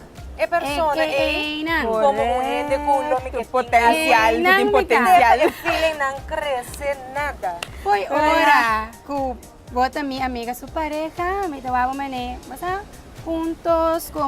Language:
Papiamento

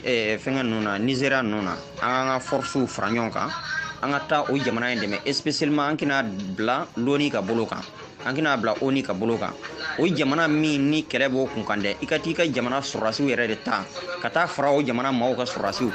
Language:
Bambara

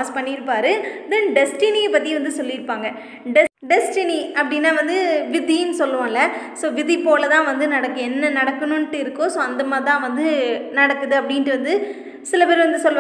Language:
Tamil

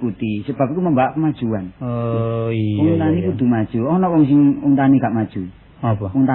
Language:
Javanese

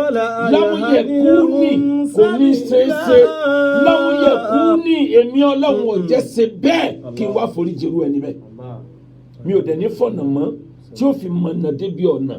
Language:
Yoruba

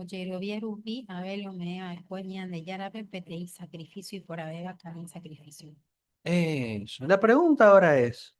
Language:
Guarani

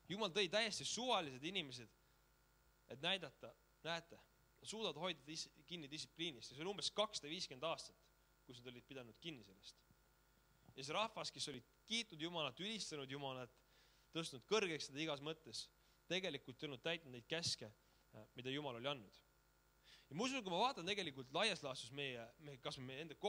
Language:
Estonian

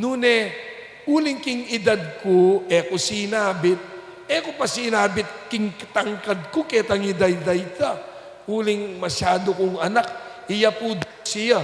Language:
Pampanga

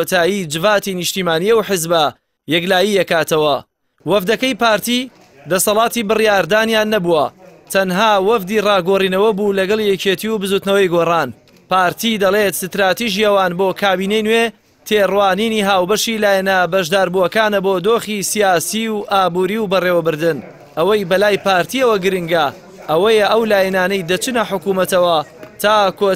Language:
Central Kurdish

